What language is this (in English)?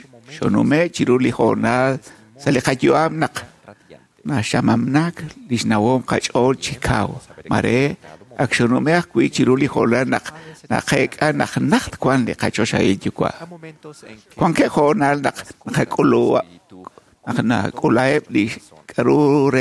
Kekchí